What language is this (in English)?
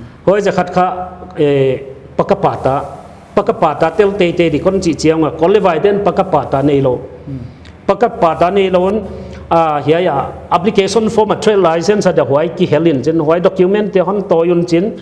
Paite Chin